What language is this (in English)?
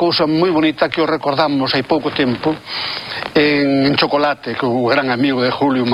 Galician